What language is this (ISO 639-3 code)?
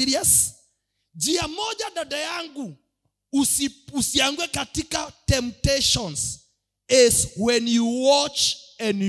swa